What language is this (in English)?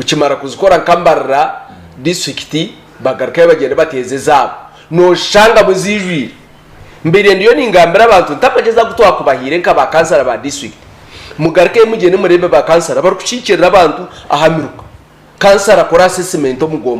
Nyankole